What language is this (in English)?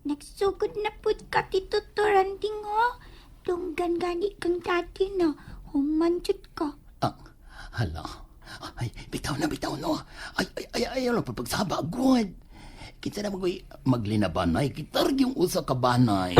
Cebuano